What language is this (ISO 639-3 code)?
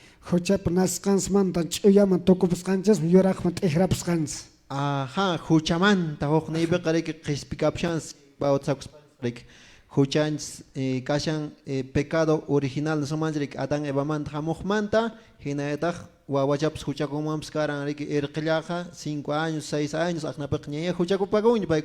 que